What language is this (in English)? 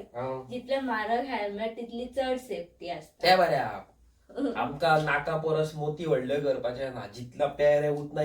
Konkani